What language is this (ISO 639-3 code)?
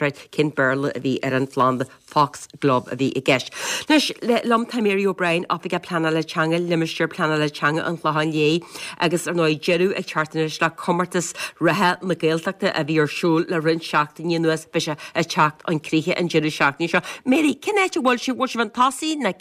gle